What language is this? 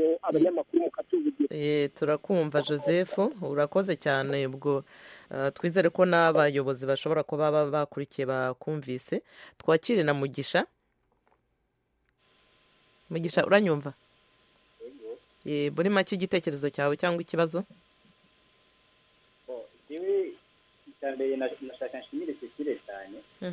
Kinyarwanda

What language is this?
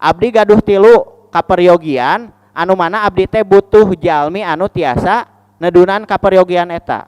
Sundanese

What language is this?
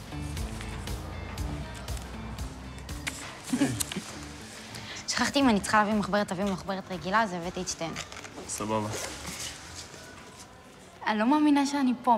Hebrew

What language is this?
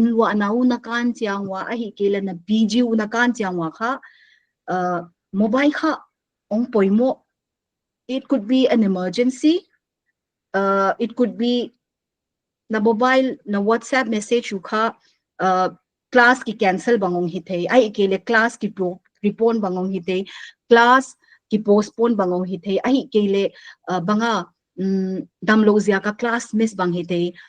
Paite Chin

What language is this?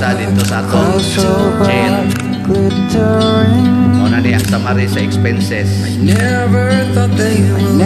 Cebuano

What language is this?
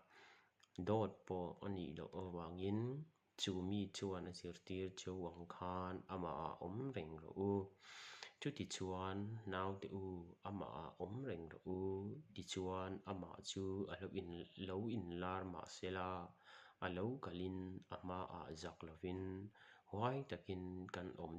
Mizo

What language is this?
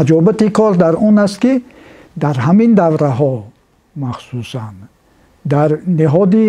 Tajik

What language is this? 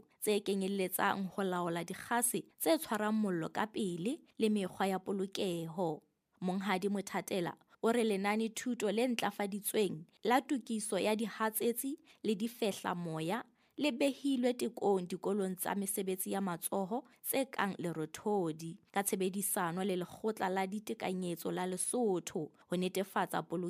Southern Sotho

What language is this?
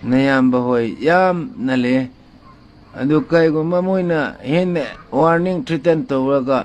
Manipuri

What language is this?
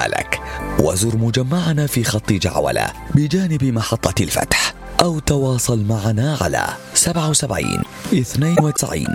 Arabic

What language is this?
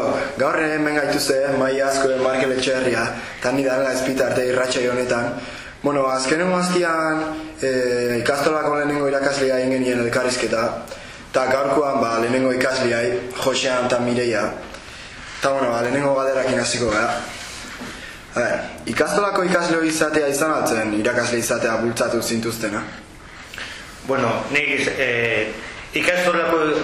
Basque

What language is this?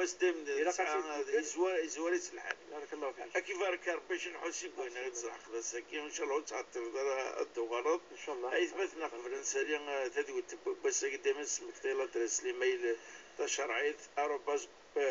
Kabyle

